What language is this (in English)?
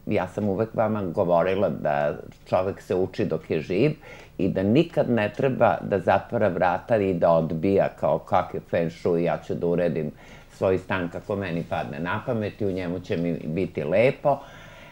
Serbian